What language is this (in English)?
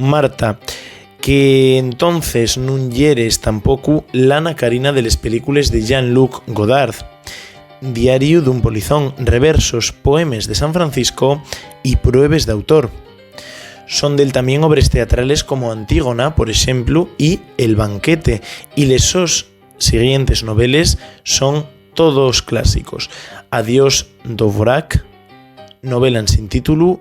Asturian